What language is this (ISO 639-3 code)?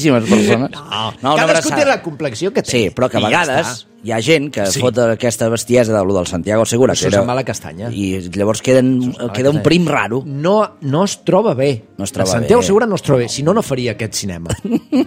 cat